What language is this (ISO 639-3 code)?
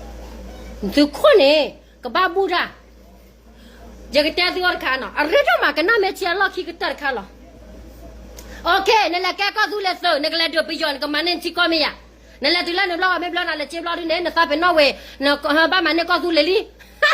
ksw